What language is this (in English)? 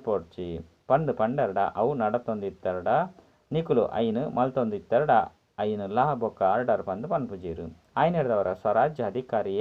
Tulu